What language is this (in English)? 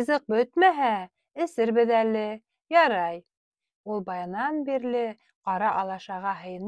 Bashkir